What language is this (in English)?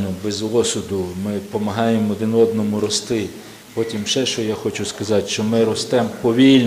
Ukrainian